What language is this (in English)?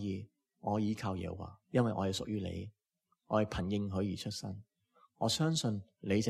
Cantonese